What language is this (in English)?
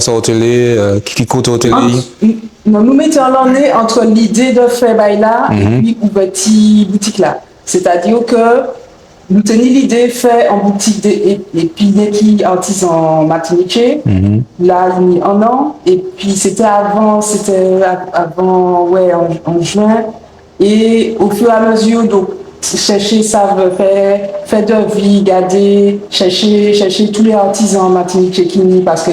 Guadeloupean Creole French